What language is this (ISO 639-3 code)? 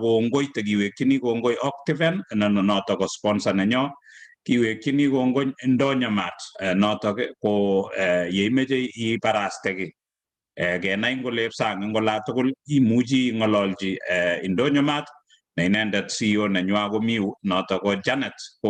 kln